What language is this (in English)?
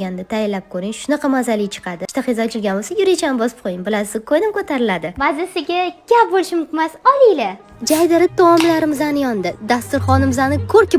Uzbek